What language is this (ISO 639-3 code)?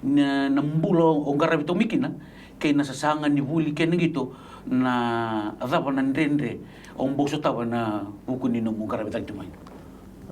fij